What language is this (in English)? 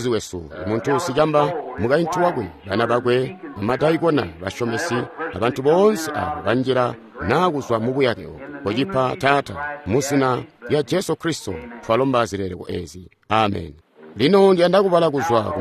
Tonga (Zambia)